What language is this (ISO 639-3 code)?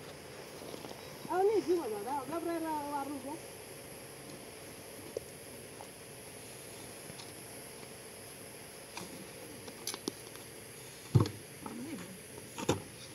fas